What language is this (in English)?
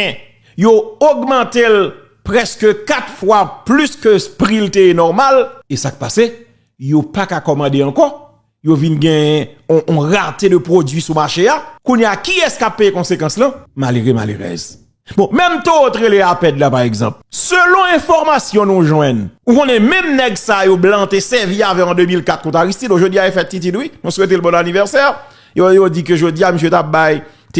Haitian Creole